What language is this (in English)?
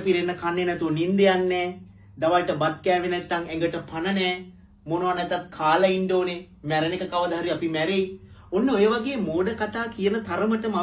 Sinhala